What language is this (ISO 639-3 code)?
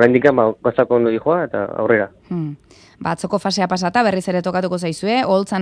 eus